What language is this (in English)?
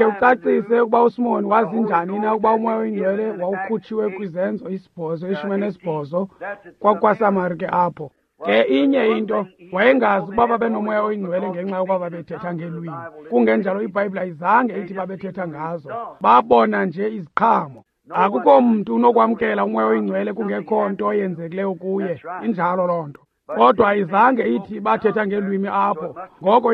Xhosa